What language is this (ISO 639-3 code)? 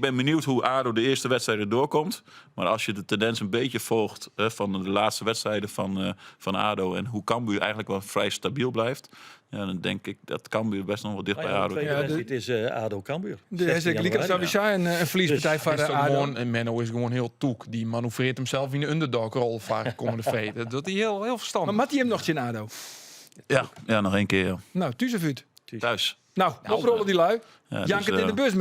fry